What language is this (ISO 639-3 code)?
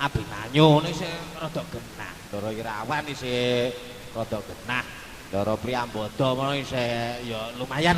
jav